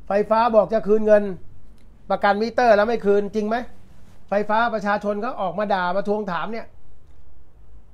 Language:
Thai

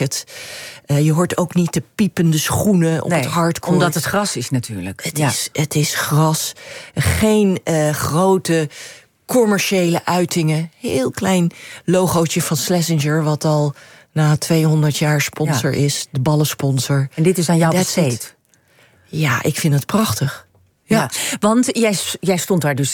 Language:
Dutch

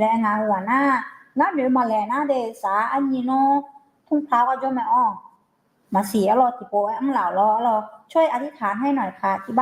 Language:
Akha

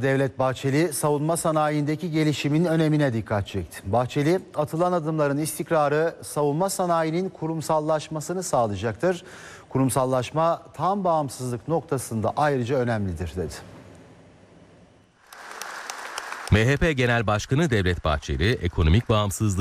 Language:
Turkish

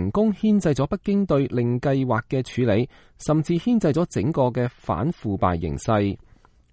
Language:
Cantonese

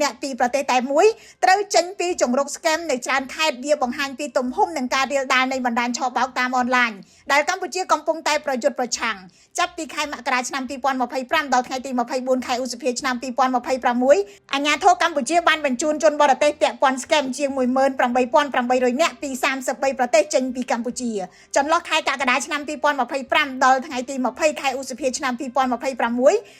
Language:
Khmer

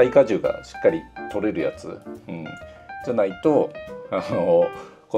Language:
Japanese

